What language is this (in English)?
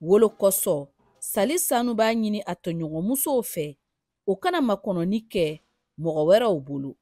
Bambara